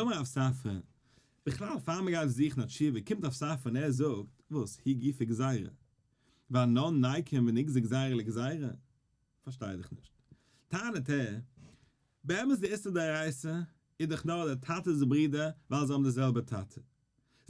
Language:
Yiddish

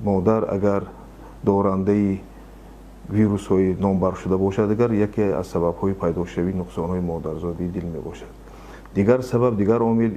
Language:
Tajik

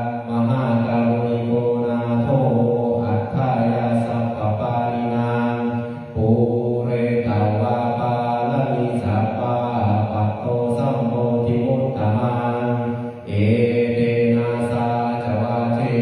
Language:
Pali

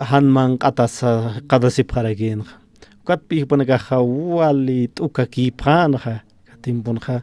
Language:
Aymara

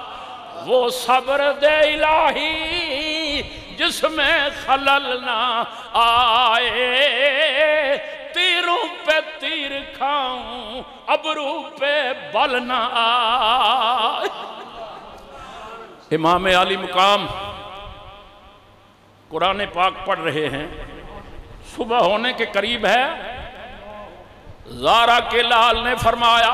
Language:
Urdu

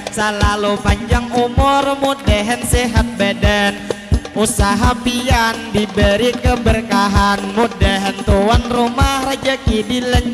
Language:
Banjar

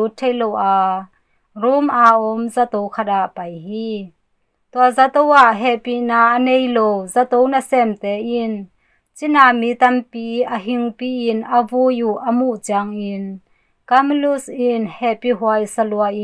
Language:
Tedim Chin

